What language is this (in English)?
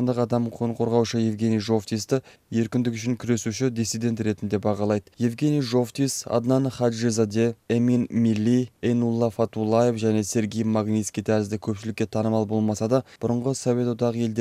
Kyrgyz